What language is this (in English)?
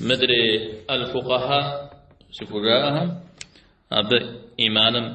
Kabardian